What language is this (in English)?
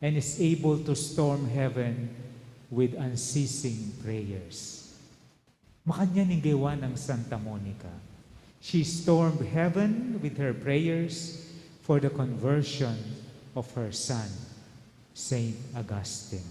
Pampanga